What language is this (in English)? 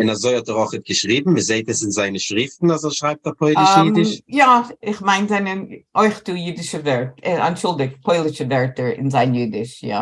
Yiddish